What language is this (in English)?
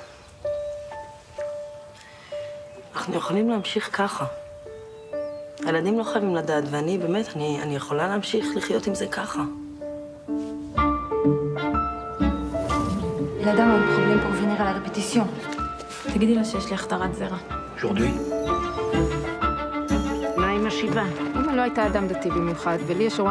Hebrew